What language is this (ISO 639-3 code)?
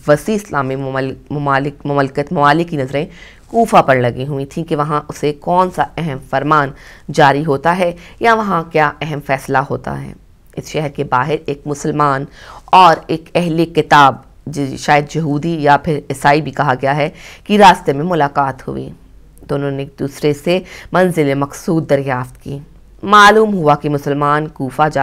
urd